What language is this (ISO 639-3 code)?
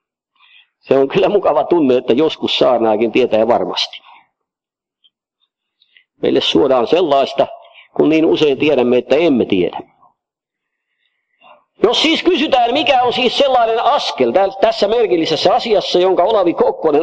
fin